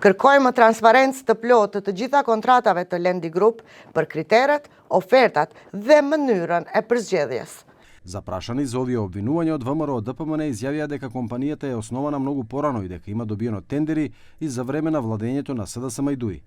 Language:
Macedonian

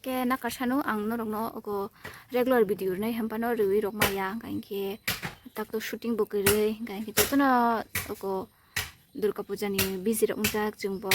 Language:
Kok Borok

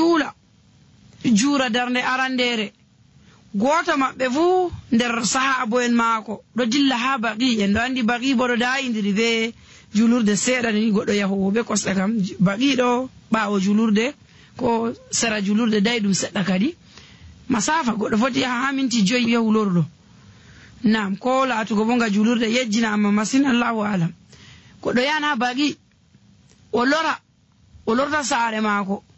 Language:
Nigerian Fulfulde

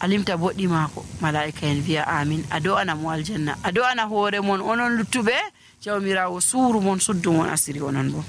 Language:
Nigerian Fulfulde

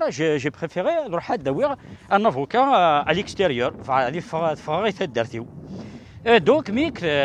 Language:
Kabyle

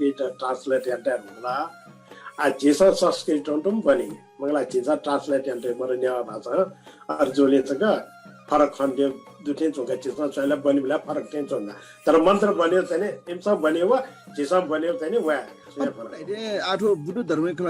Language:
Newari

